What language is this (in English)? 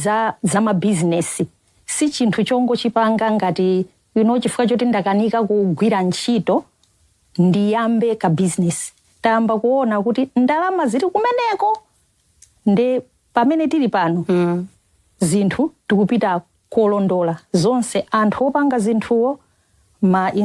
Nyanja